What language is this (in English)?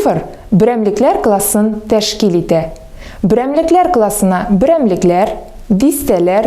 Tatar